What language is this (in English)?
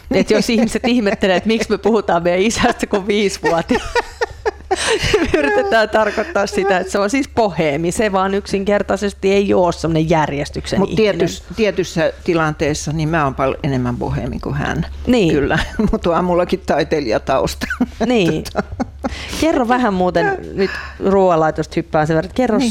Finnish